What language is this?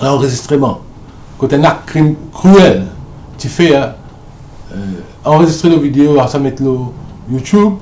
Morisyen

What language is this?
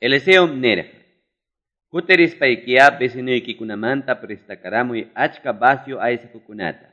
Ayacucho Quechua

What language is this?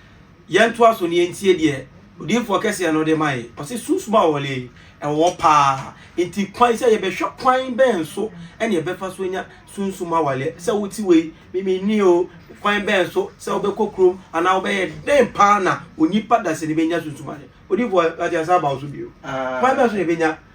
Akan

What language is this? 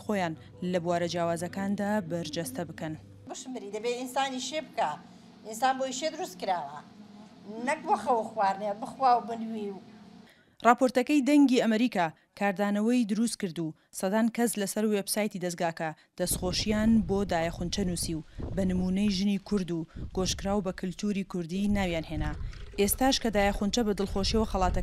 Central Kurdish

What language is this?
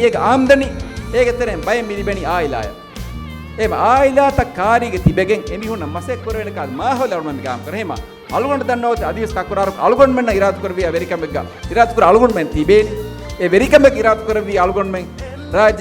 Divehi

